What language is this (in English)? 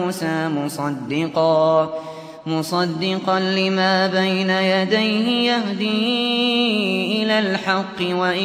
Arabic